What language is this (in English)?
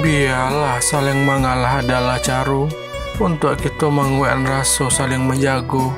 Minangkabau